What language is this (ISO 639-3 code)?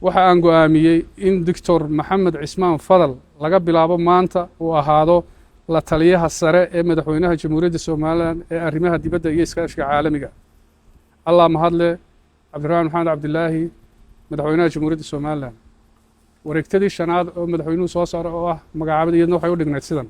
som